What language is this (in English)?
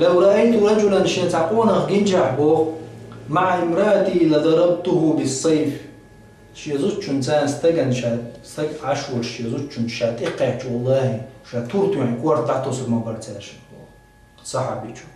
Chechen